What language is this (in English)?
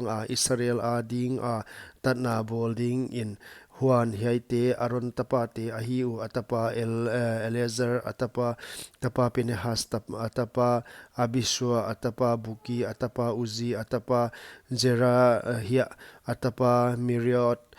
Paite Chin